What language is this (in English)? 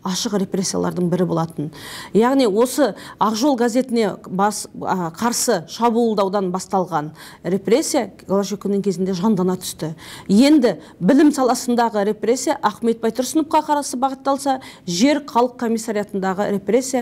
Kazakh